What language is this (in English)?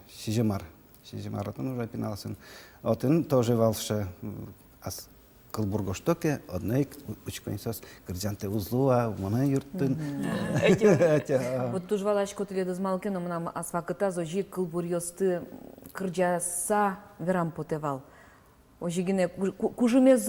Udmurt